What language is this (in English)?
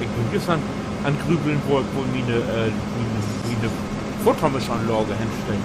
Low German